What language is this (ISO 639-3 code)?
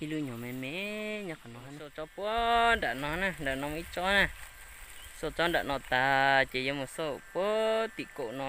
hmn